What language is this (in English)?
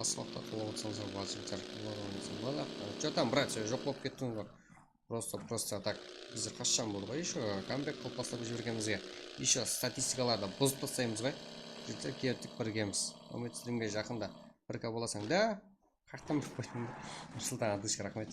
Kara-Kalpak